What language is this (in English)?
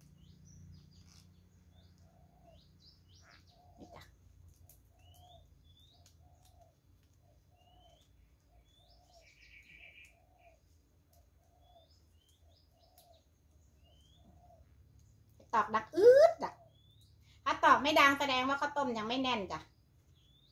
Thai